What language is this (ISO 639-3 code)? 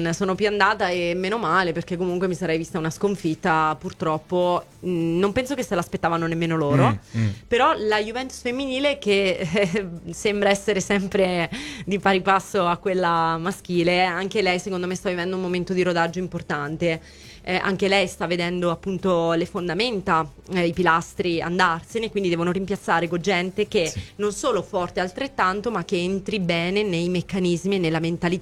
ita